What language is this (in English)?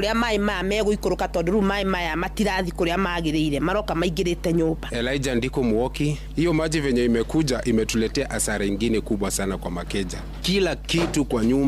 Kikuyu